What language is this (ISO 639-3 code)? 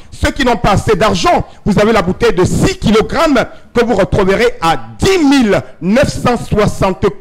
fra